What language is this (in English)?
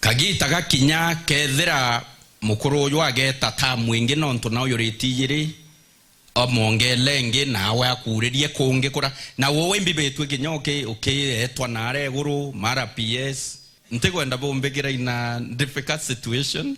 Meru